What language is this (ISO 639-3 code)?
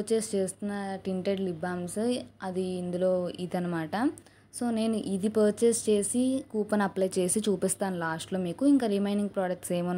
tel